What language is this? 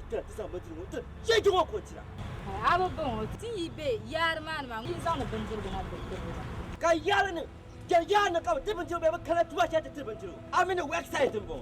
Dagbani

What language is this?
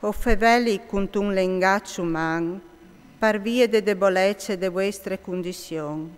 Friulian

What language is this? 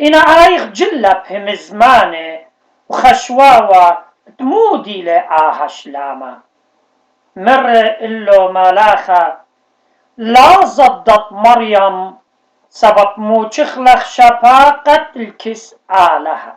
Assyrian Neo-Aramaic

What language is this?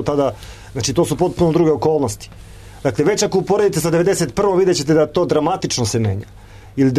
Serbian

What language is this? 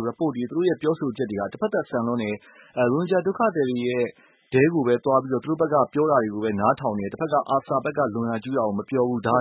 Burmese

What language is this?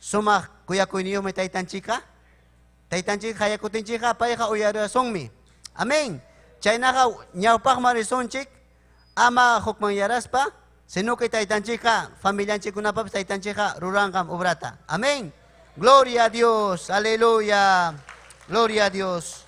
Ayacucho Quechua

